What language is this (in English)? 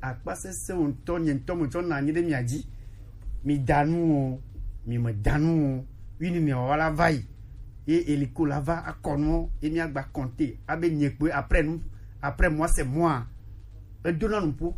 Gen